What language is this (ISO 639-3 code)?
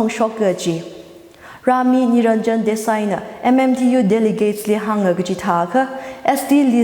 nmf